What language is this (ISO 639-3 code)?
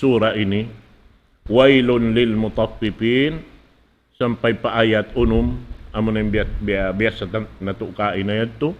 tsg